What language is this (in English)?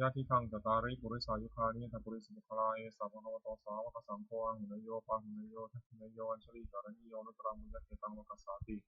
Pali